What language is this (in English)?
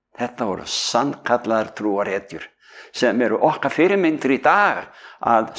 Icelandic